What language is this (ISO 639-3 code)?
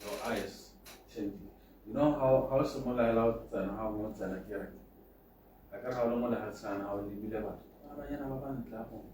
tsn